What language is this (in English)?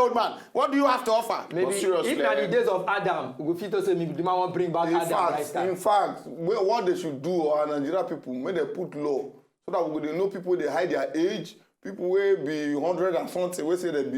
Nigerian Pidgin